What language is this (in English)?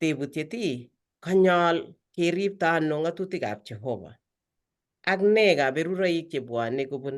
Kalenjin